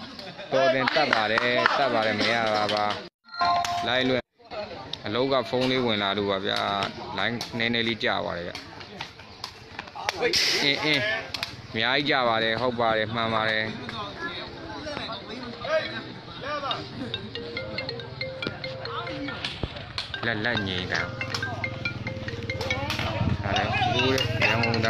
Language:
Burmese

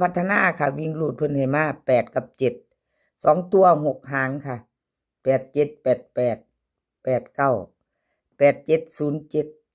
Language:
Northeastern Thai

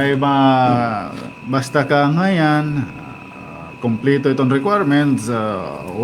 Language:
Waray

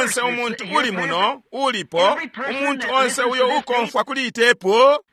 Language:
Bemba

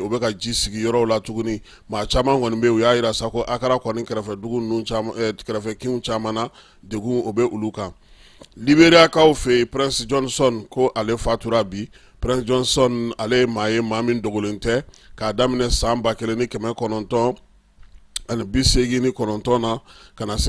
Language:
Bambara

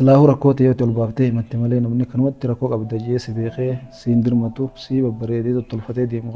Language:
Oromo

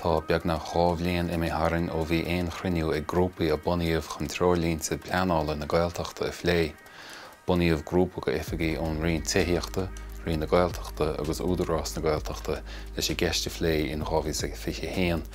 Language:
Irish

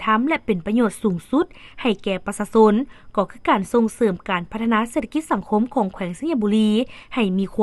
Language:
Lao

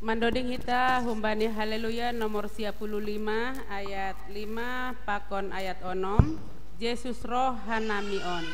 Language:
Batak Simalungun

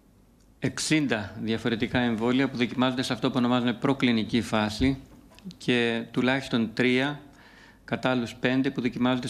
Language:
Greek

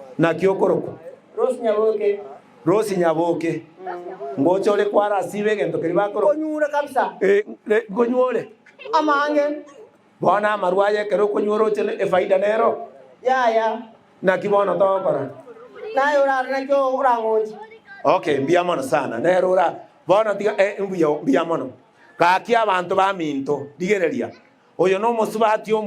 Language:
Gusii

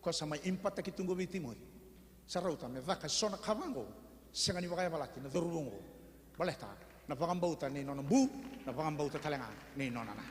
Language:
Fijian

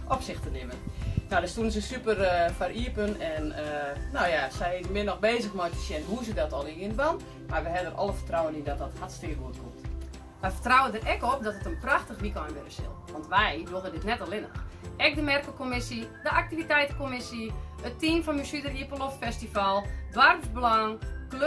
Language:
Western Frisian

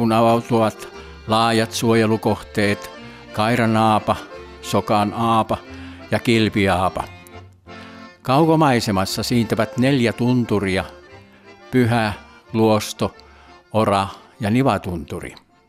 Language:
Finnish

